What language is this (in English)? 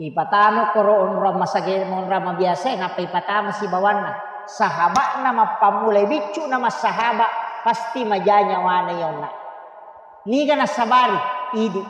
Buginese